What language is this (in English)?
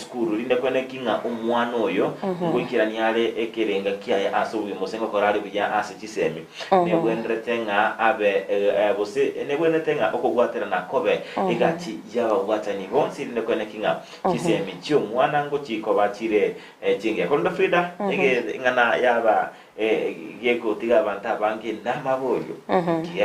Gusii